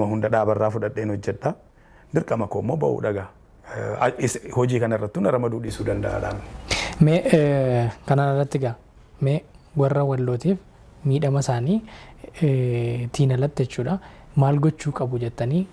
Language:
Oromo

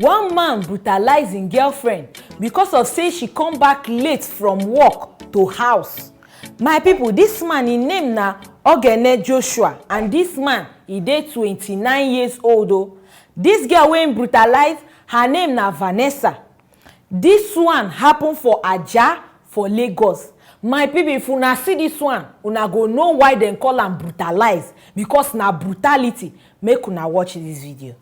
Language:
Nigerian Pidgin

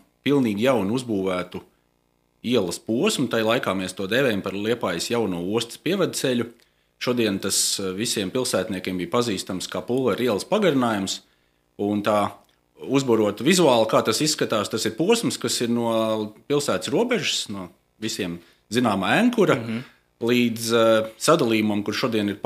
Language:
Latvian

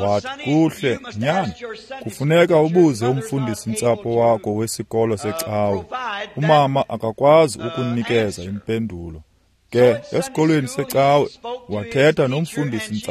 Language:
Xhosa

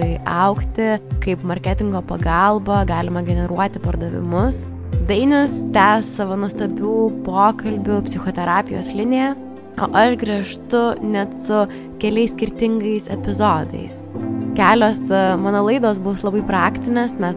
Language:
Lithuanian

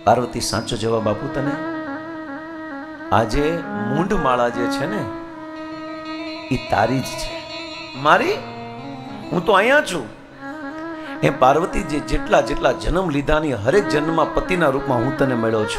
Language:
Gujarati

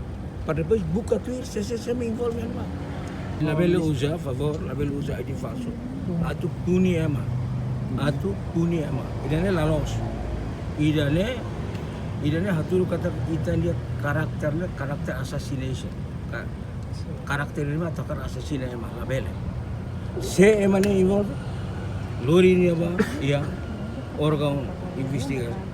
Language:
Tetum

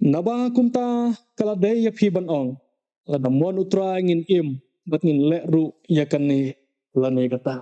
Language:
Khasi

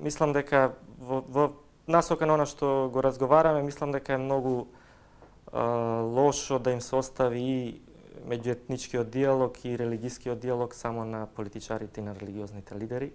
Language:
Macedonian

